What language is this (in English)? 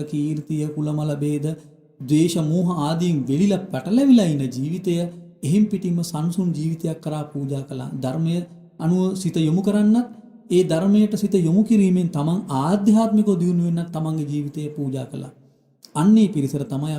Sinhala